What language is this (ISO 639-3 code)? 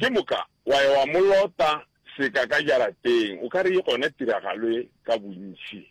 nso